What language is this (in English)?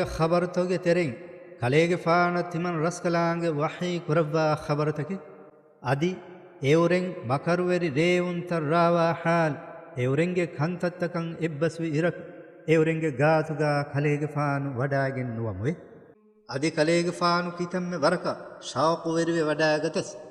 Divehi